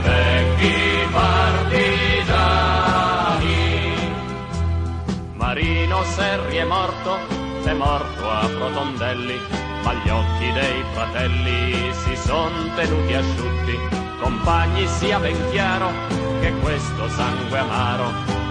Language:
Italian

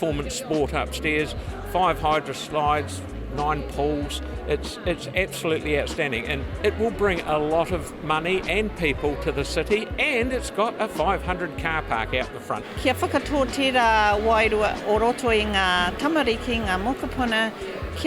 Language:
Māori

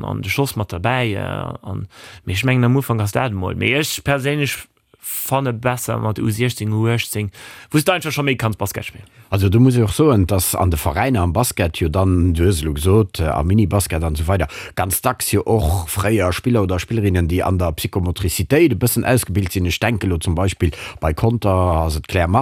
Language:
Luxembourgish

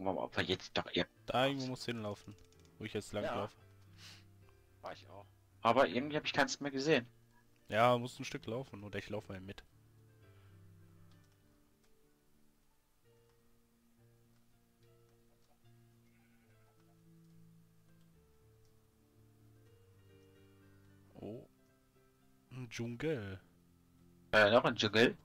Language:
German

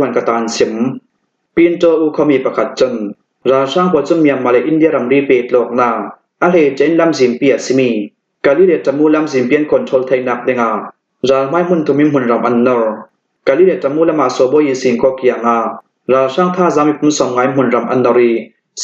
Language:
Falam Chin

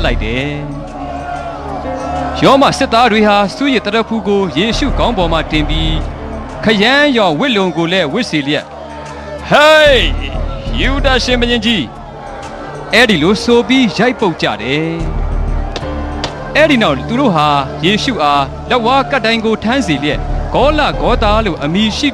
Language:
Burmese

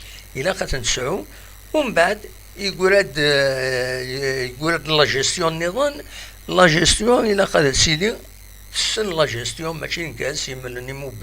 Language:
Kabyle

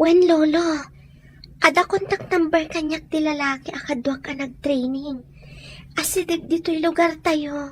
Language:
Iloko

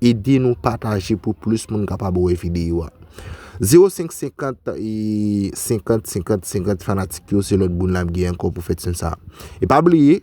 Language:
Haitian Creole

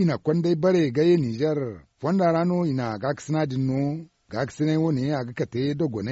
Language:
Zarma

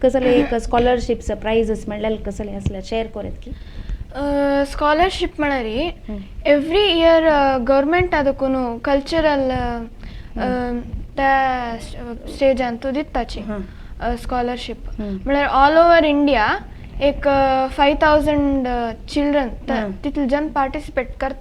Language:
Konkani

